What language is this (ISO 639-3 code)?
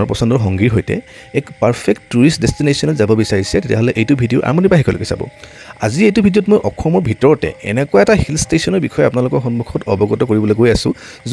asm